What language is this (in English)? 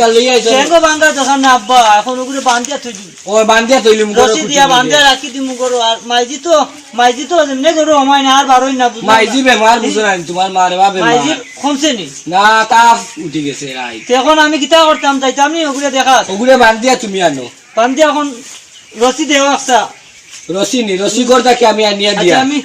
Sylheti